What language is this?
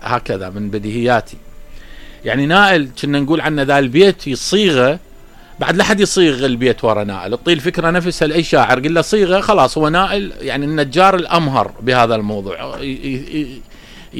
Mesopotamian Arabic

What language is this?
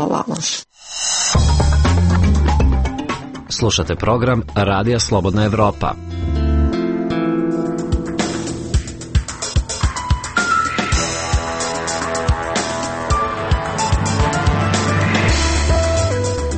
Serbian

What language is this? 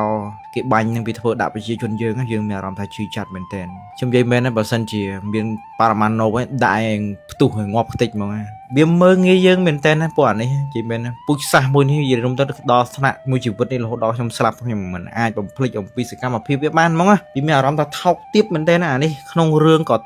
Khmer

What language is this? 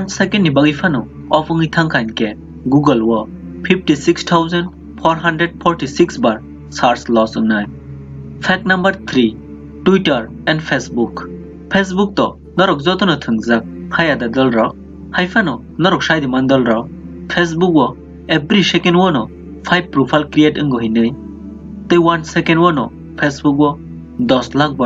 Kok Borok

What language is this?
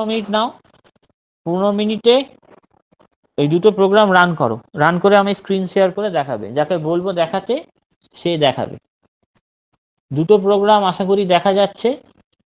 Bangla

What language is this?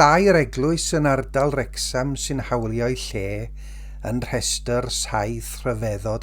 Welsh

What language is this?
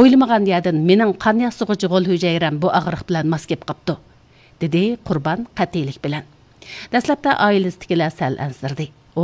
Uyghur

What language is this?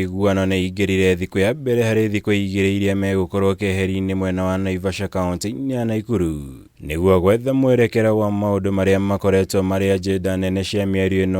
Kikuyu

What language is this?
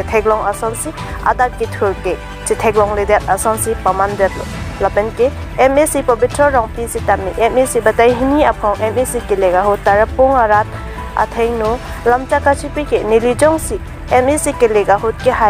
Karbi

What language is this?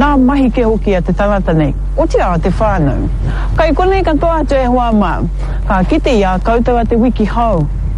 Māori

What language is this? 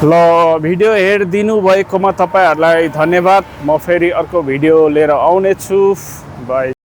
Nepali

